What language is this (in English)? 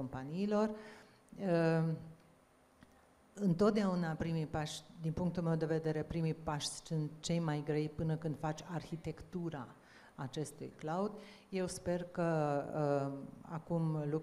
Romanian